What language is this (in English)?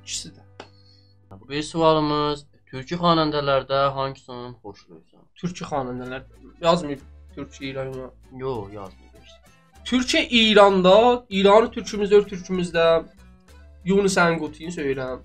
South Azerbaijani